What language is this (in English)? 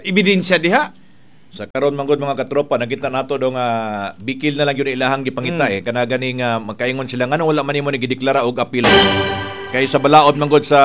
Cebuano